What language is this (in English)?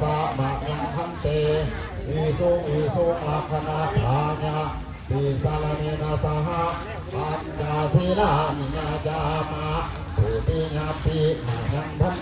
Pali